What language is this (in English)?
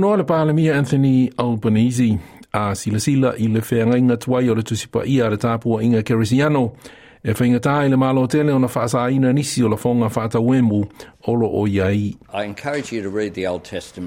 Samoan